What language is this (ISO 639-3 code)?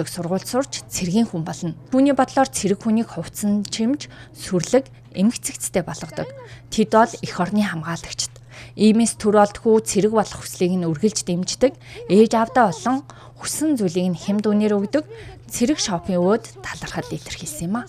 mon